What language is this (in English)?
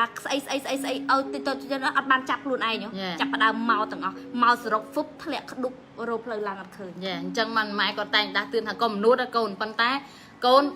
Khmer